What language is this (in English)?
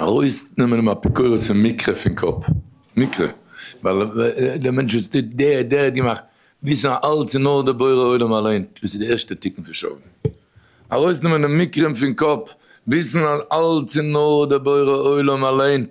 Yiddish